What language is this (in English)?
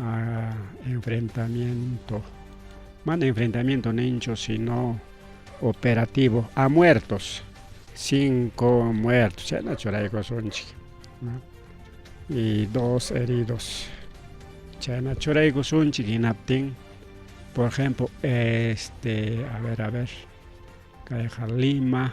Ayacucho Quechua